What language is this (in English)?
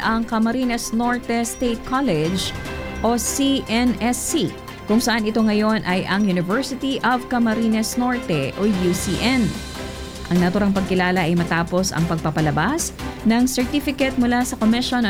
Filipino